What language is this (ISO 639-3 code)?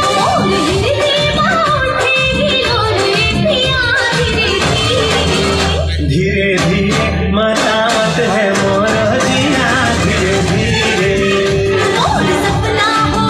hne